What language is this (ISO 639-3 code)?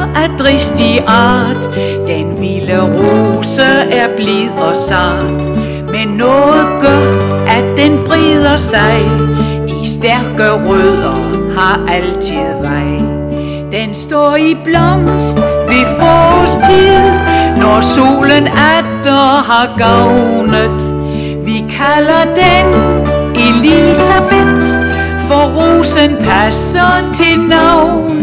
dan